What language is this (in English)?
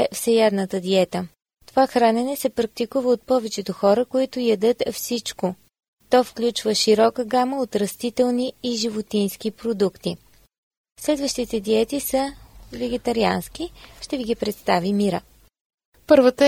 Bulgarian